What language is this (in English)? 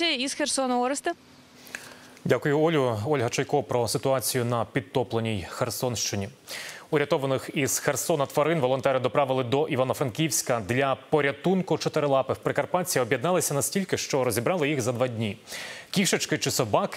Ukrainian